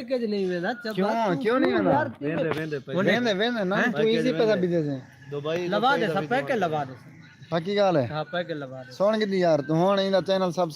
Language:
Saraiki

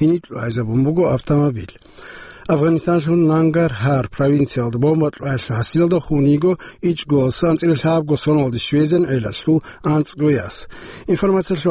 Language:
Avaric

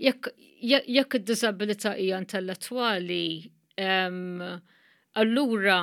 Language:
Maltese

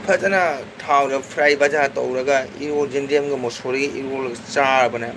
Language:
Manipuri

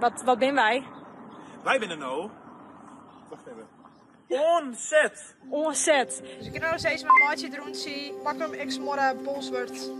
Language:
Western Frisian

